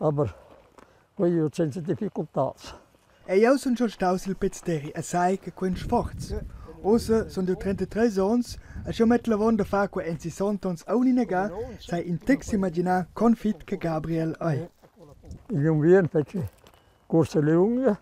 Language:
Romansh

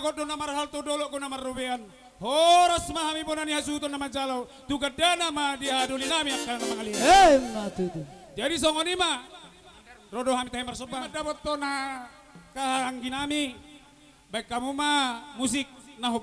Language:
Batak Toba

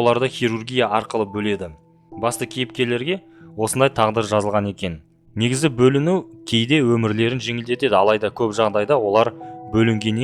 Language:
Kazakh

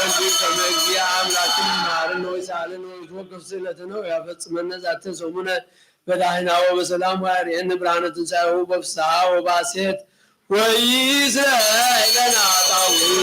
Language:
Geez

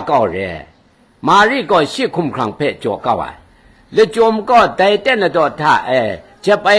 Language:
Kachin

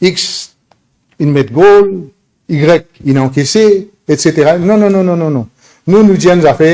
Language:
Morisyen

